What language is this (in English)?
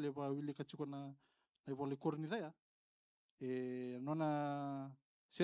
Fijian